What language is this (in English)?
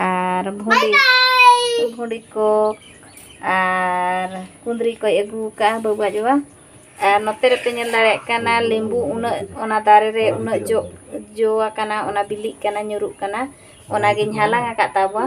Santali